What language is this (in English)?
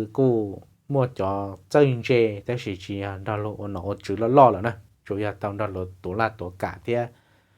Hmong